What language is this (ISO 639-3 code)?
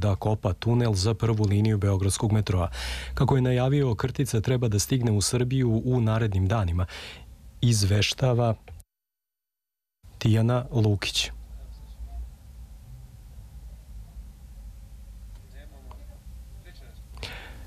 srp